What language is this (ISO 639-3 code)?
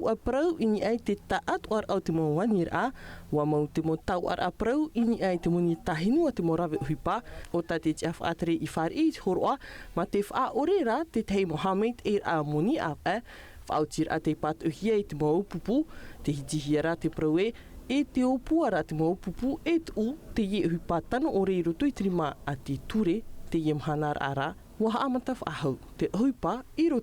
tah